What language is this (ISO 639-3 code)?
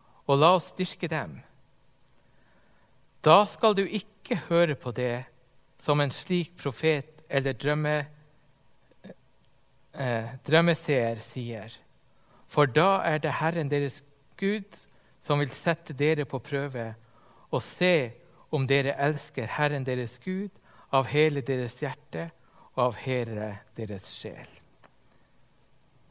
nor